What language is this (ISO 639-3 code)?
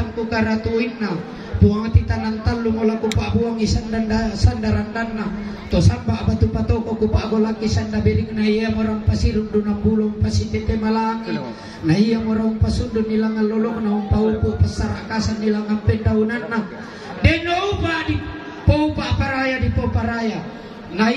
sda